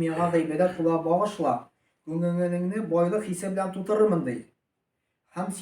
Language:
Tatar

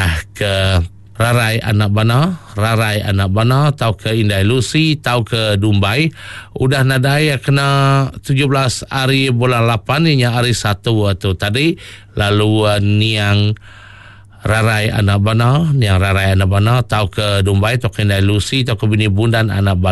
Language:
Iban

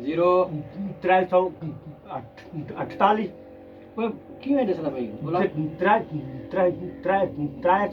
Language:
Saraiki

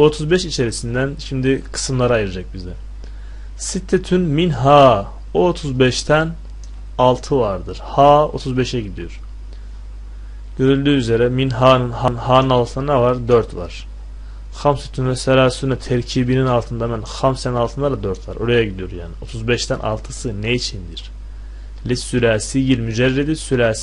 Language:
Turkish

